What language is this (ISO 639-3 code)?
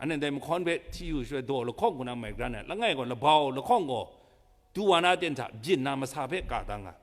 kac